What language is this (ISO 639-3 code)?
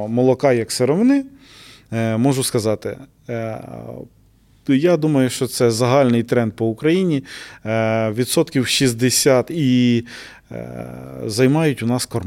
ukr